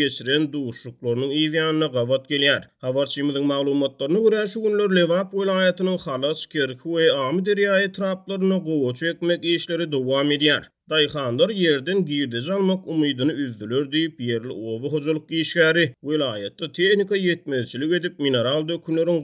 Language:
Turkmen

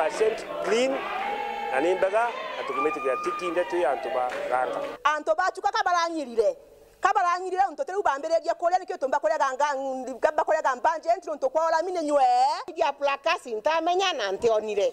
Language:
Meru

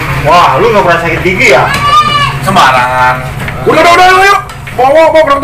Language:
Betawi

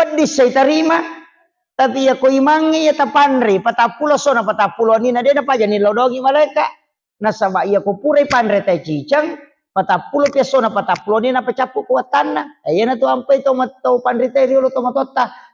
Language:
Buginese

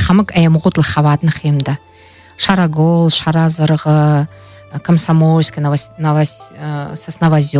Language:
Buriat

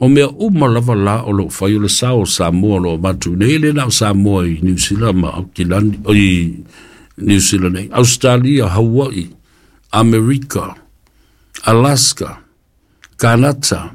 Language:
Samoan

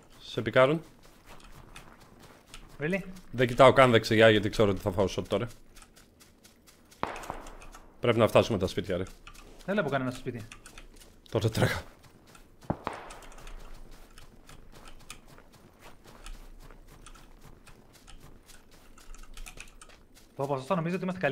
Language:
Greek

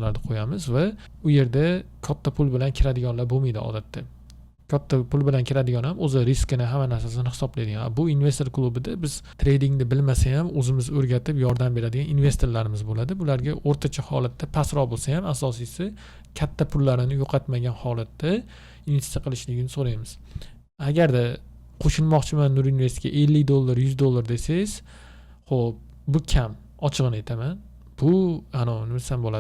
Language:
Uzbek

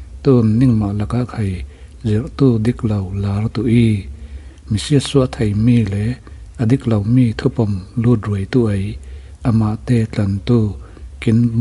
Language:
Falam Chin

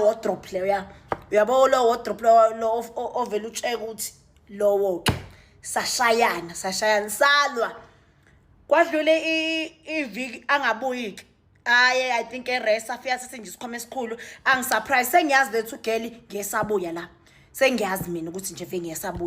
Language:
Zulu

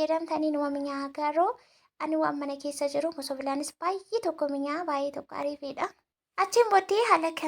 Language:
Oromo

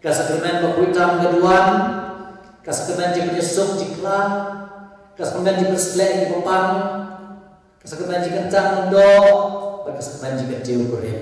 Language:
Khasi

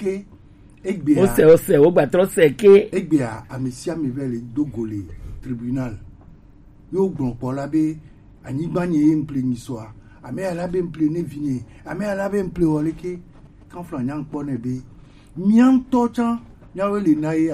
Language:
Gen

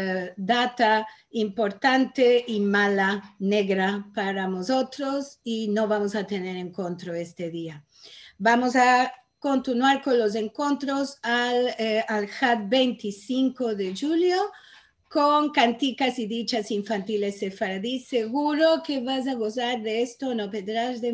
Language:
Ladino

